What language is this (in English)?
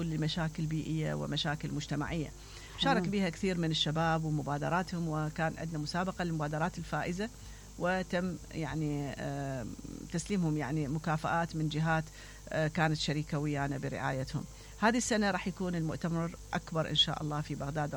Mesopotamian Arabic